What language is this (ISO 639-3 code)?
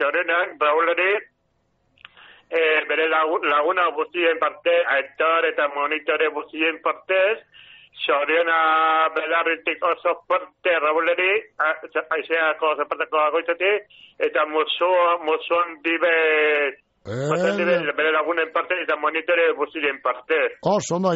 eus